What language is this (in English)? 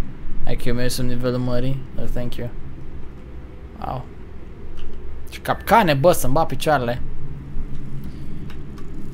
Romanian